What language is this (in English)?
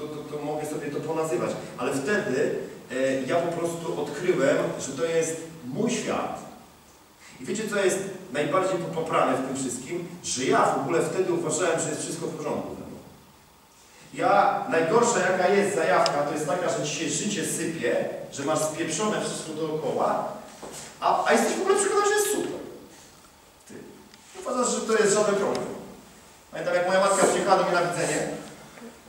Polish